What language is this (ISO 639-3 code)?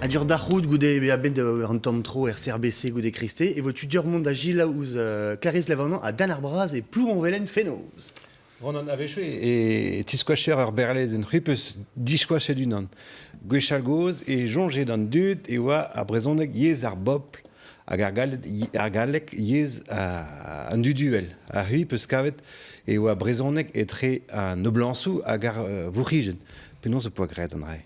bre